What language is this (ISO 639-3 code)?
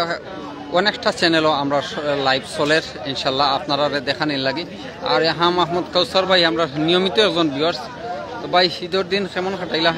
syl